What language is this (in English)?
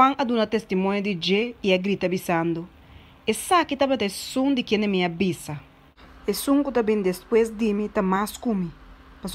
Papiamento